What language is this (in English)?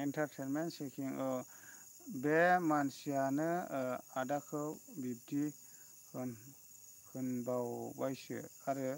Bodo